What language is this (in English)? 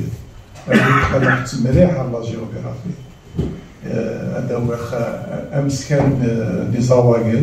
Kabyle